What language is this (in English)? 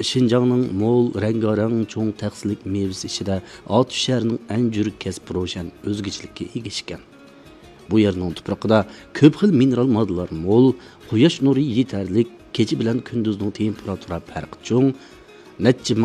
Uyghur